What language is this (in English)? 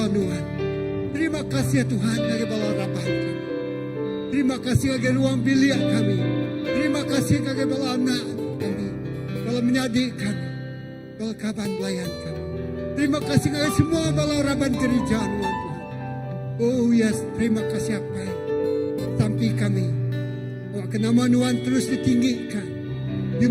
Iban